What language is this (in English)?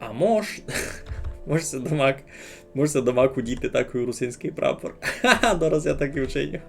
Rusyn